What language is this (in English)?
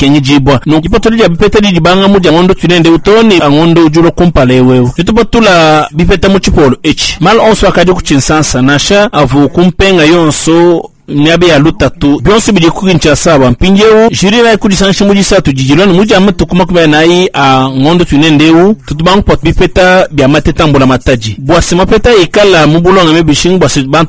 Luba-Lulua